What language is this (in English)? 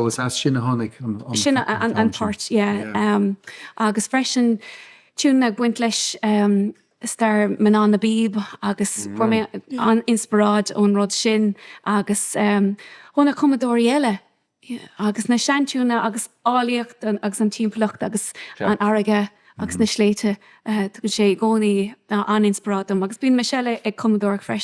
Irish